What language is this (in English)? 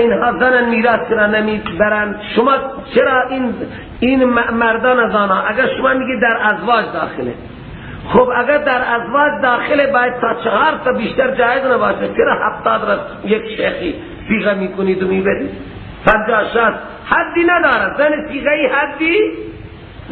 Persian